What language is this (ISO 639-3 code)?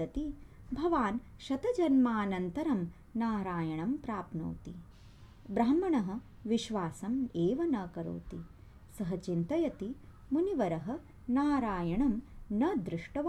san